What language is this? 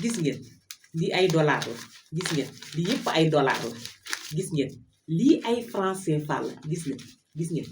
Wolof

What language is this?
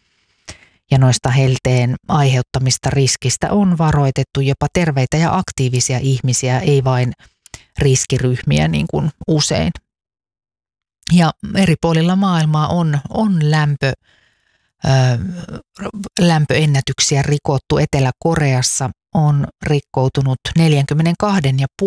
Finnish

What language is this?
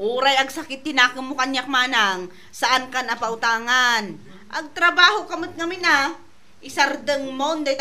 Iloko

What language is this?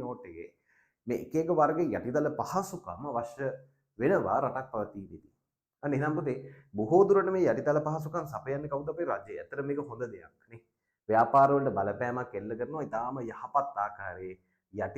Sinhala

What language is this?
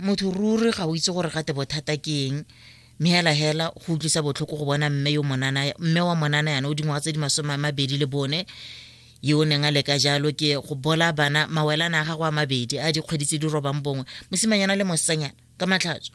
Tswana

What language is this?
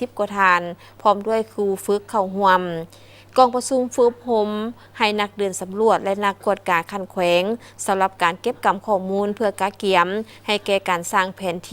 Lao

